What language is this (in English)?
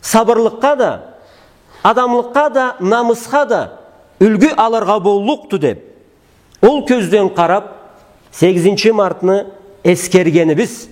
Karachay-Balkar